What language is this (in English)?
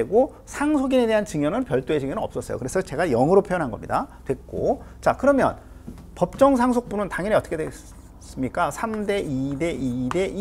Korean